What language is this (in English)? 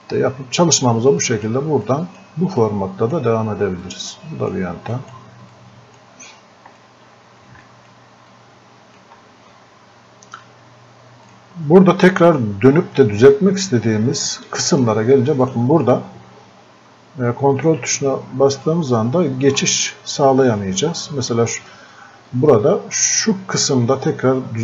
Turkish